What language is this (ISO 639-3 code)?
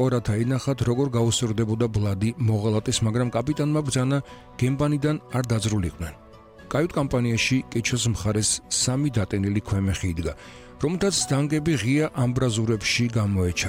kat